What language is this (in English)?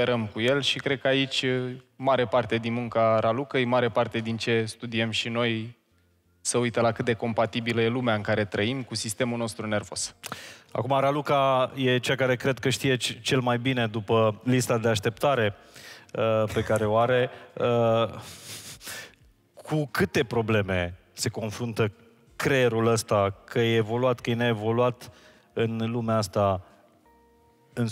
Romanian